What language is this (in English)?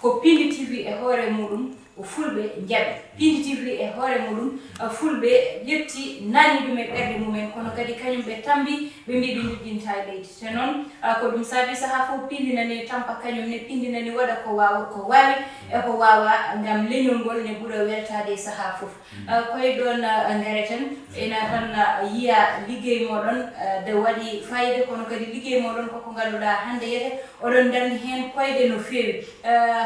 Fula